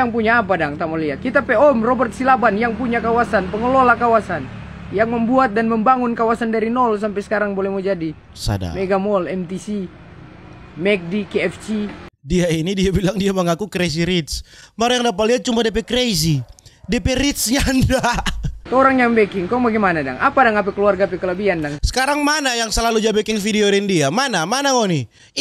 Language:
Manado Malay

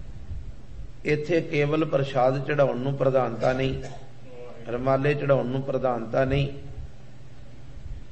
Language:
Punjabi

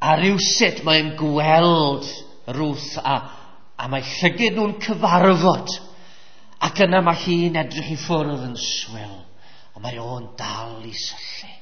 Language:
Welsh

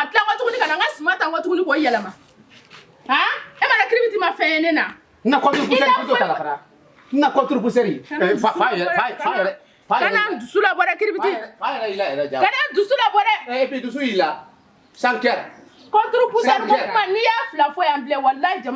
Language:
Bambara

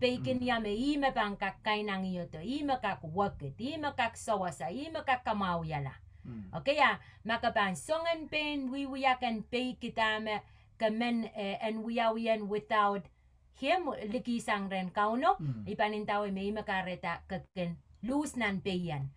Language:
Pohnpeian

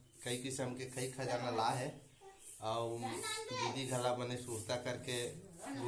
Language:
Chhattisgarhi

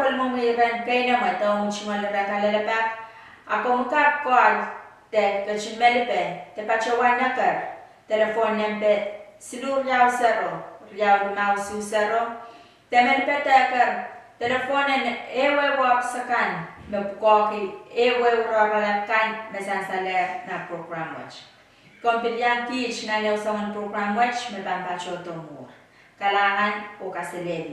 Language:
Pohnpeian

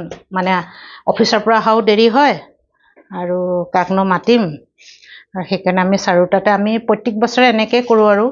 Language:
Assamese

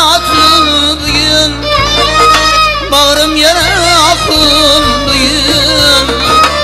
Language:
Turkish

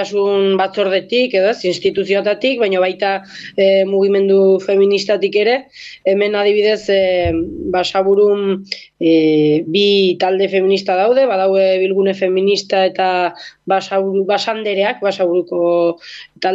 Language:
Basque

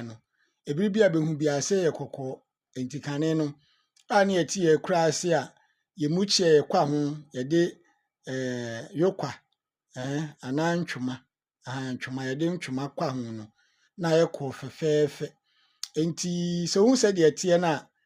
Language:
Akan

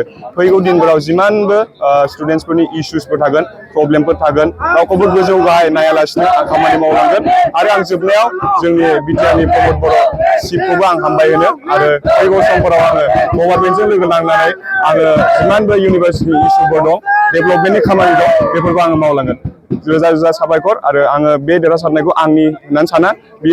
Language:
Bodo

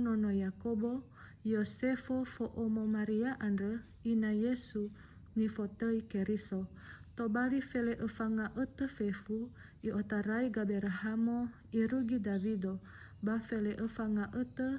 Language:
Nias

